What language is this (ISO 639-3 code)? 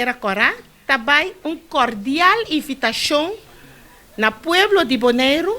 pap